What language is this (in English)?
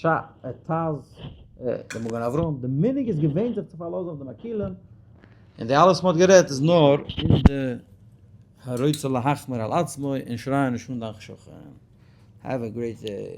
Yiddish